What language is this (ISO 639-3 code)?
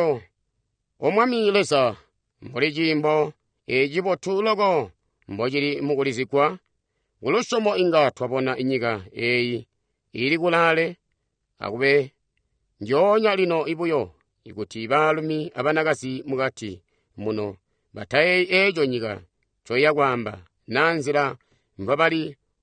toi